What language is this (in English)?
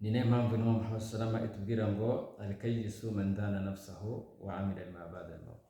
Kinyarwanda